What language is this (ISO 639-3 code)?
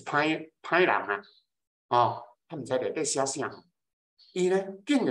nan